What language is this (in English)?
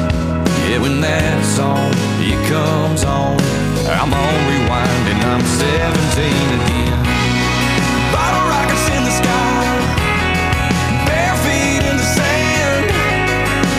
English